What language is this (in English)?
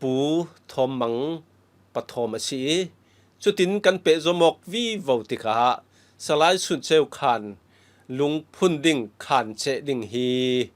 Falam Chin